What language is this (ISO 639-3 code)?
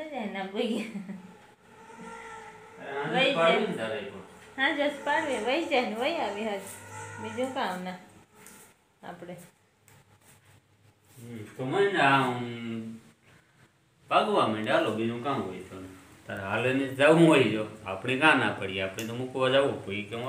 guj